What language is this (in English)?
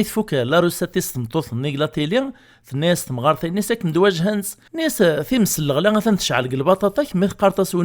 Kabyle